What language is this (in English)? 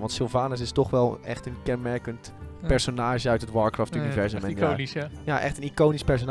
Dutch